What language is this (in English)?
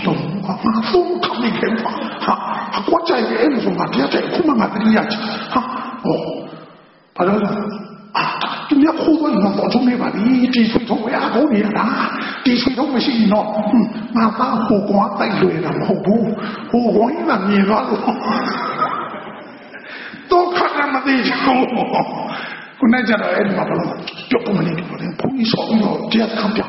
Burmese